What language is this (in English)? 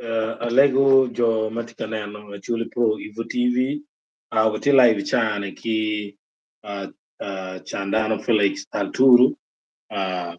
Acoli